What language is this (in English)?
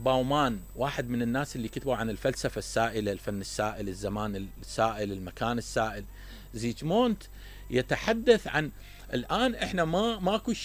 Mesopotamian Arabic